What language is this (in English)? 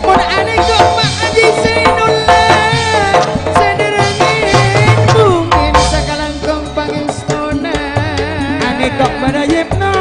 Madurese